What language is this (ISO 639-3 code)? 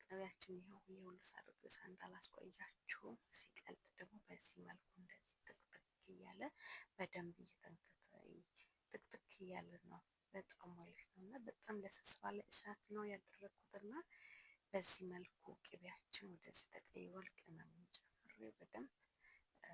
amh